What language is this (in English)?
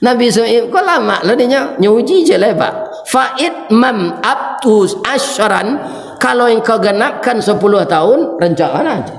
Minangkabau